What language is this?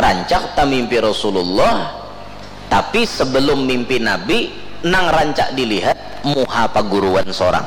Banjar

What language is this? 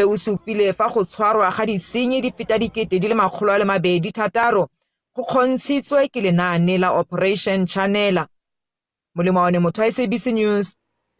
Tswana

